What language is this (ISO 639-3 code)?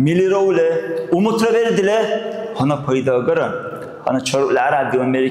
dar